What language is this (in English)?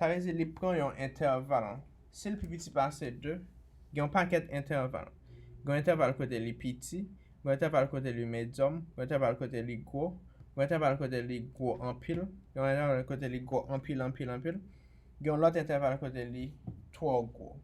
Haitian Creole